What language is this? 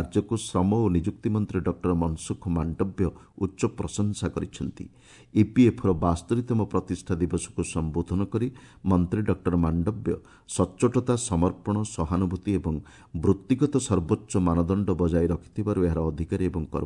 Odia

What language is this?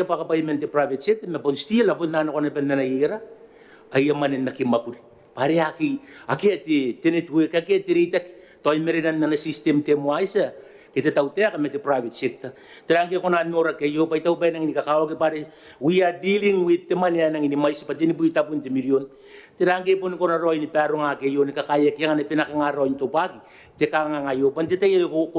Gilbertese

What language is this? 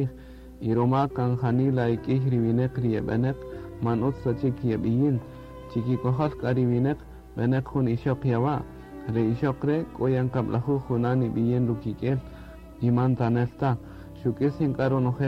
Kaqchikel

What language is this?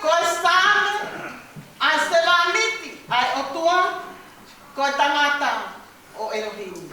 Tongan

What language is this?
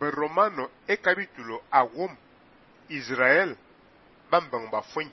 Fang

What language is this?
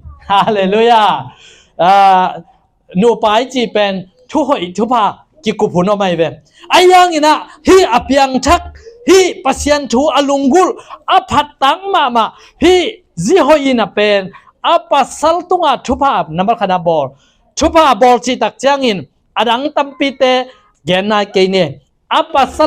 Tedim Chin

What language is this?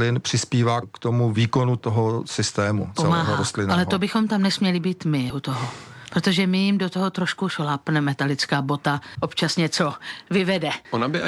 Czech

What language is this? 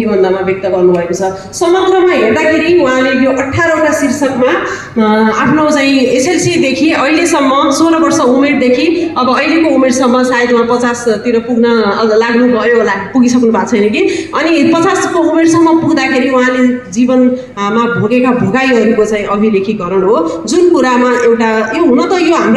Nepali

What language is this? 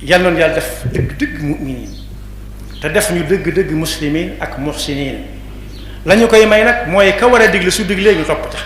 Wolof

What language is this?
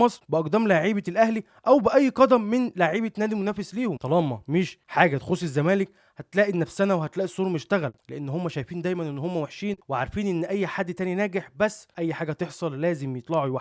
Egyptian Arabic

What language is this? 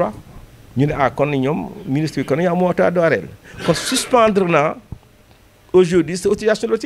Wolof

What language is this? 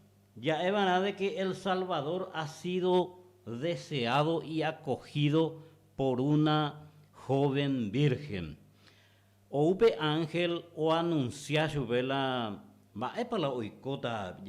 Guarani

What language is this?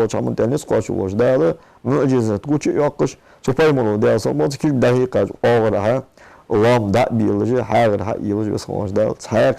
Ingush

